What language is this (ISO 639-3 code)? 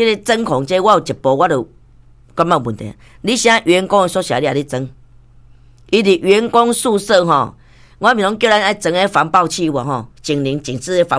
nan